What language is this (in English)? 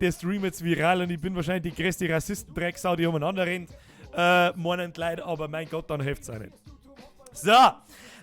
Bavarian